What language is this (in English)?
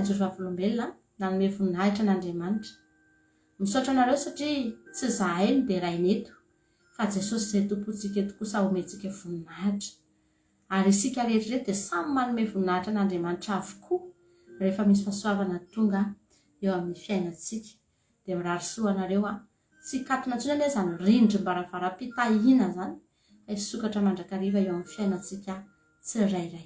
Malagasy